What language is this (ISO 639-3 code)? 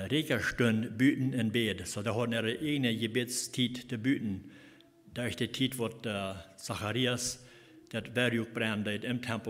pdt